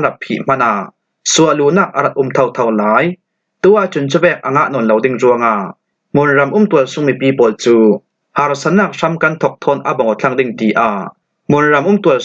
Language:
Falam Chin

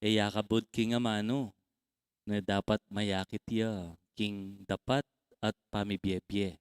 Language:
Pampanga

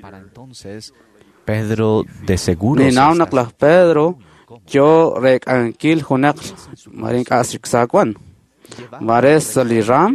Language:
Kekchí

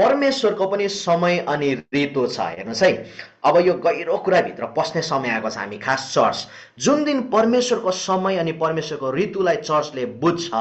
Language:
Nepali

